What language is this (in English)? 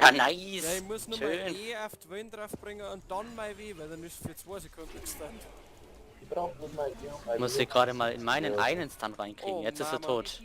Bavarian